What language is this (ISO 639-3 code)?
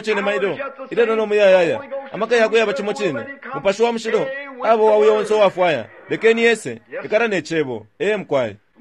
bem